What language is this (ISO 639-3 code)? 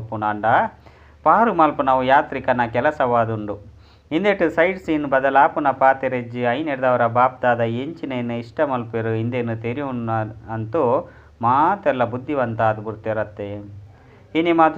tcy